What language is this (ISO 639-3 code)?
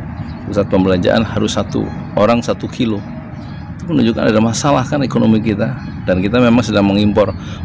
ind